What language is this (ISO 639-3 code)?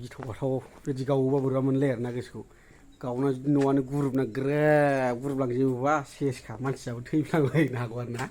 brx